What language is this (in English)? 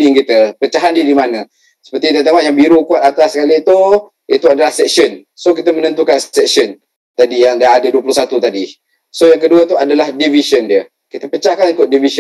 Malay